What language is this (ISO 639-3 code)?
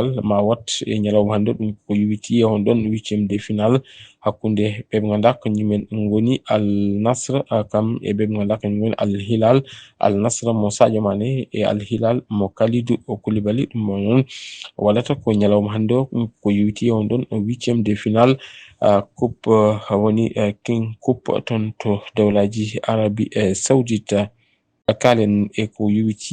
ful